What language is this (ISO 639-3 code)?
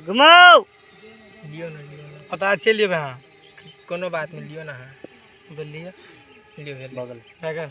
mai